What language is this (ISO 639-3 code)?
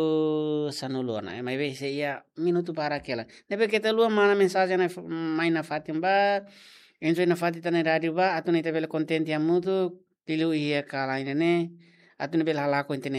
tet